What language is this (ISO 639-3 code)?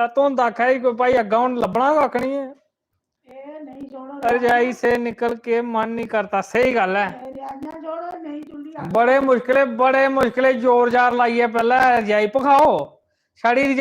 doi